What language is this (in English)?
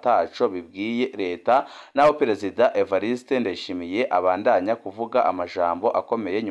Rundi